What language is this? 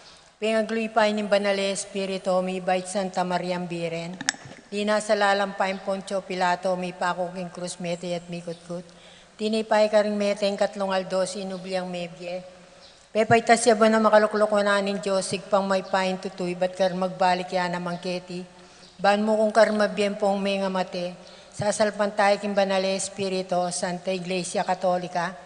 Pampanga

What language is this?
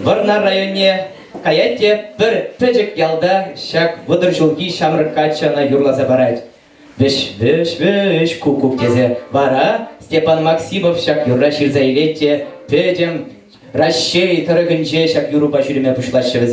Chuvash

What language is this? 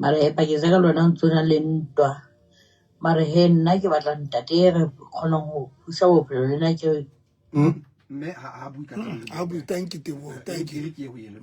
Southern Sotho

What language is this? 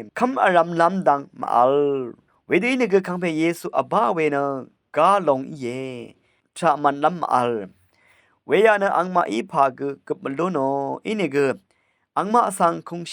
Rawang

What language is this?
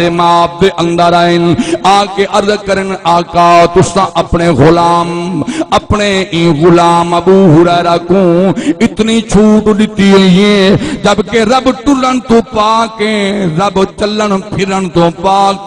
Saraiki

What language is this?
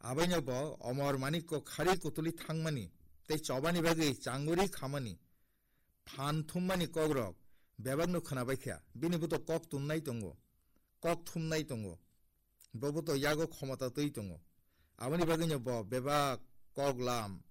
Kok Borok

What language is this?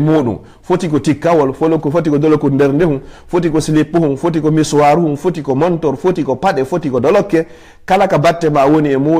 Fula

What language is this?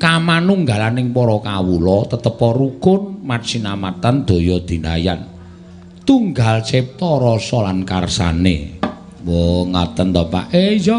Javanese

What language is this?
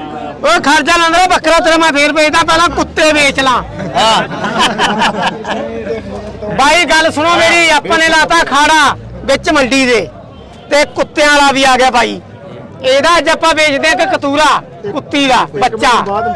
Punjabi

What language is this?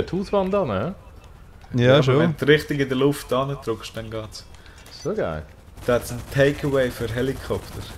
Swiss German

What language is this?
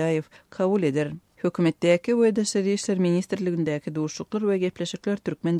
Turkmen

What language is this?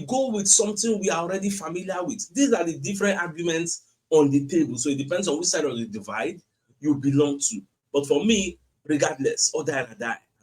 Nigerian Pidgin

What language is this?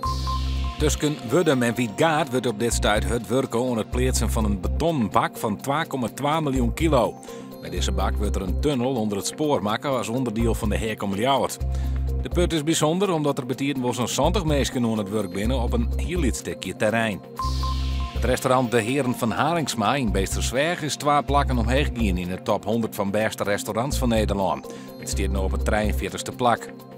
Western Frisian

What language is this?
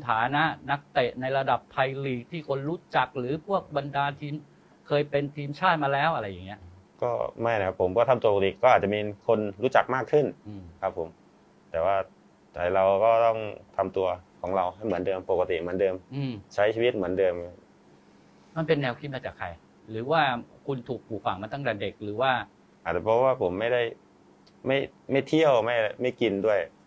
Thai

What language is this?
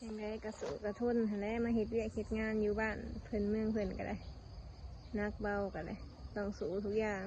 Northeastern Thai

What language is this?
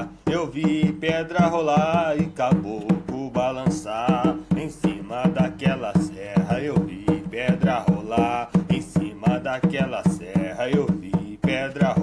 Portuguese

